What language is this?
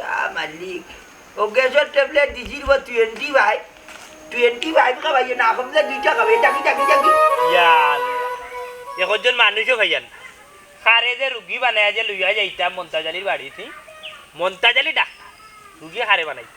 Sylheti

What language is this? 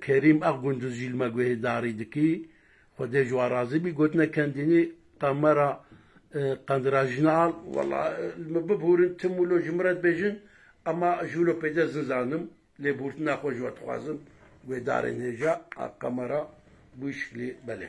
Kurdish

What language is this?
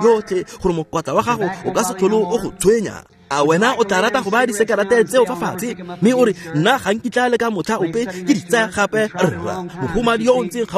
Tswana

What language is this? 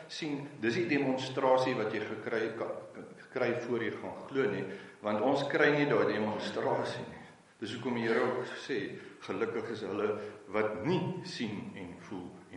Afrikaans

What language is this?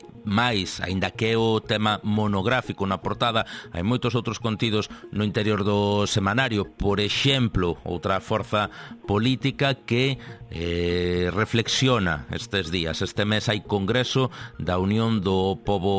Galician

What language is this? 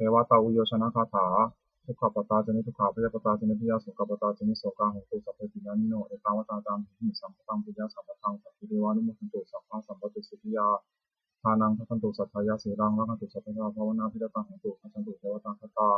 Pali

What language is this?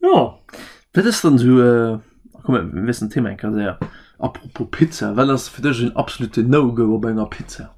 Luxembourgish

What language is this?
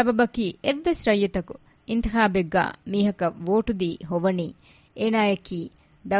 Divehi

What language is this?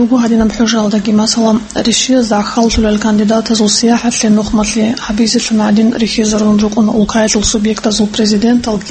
Avaric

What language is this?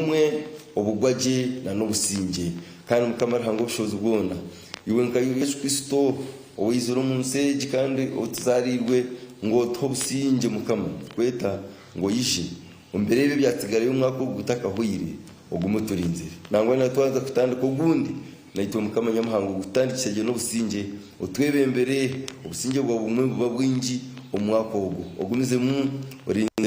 Nyankole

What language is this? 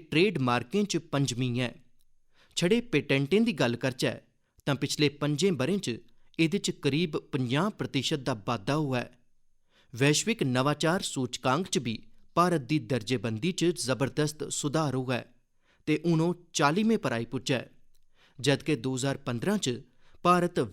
Dogri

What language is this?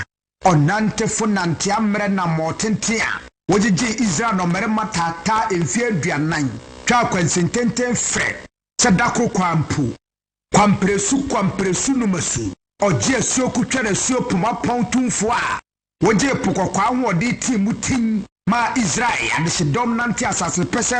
Akan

